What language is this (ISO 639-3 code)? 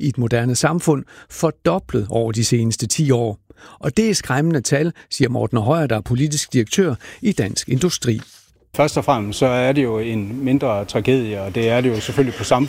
dan